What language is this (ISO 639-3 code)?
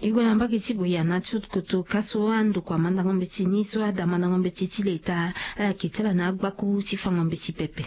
sag